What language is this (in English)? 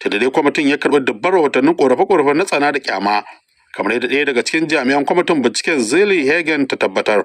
Hausa